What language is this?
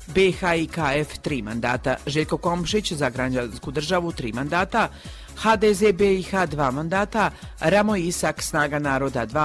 Croatian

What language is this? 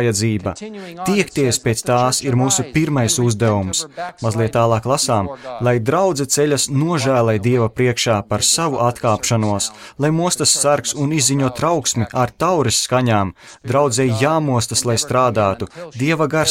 Latvian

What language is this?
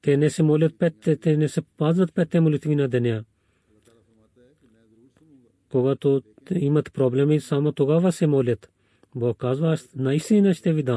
Bulgarian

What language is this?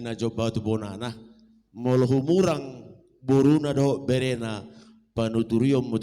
Batak Toba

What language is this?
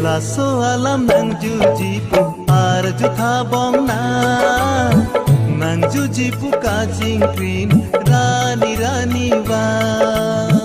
Karbi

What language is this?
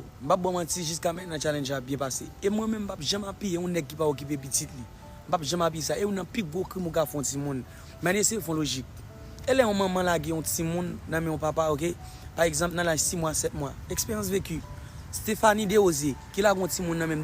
Haitian Creole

